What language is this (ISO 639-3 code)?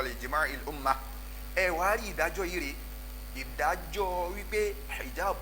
yor